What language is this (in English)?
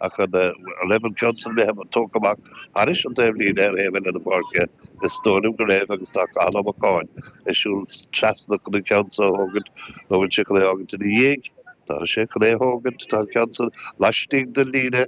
Irish